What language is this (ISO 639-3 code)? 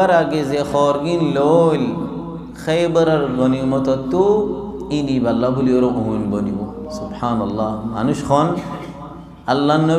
rhg